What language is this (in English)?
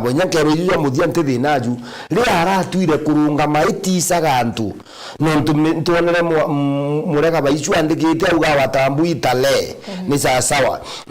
Meru